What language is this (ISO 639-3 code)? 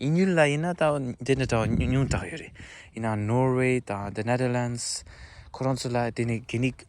bod